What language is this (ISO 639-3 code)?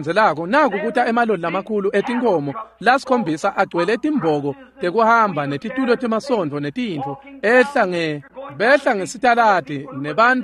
ssw